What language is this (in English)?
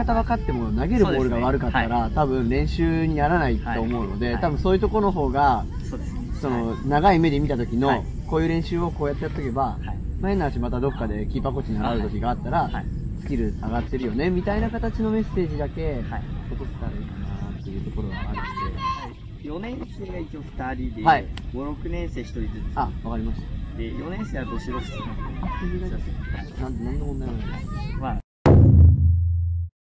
Japanese